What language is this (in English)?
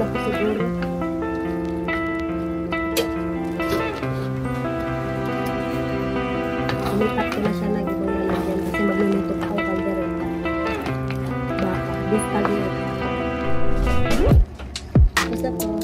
Filipino